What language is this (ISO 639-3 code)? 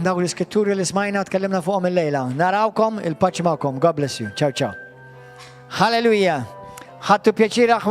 mlt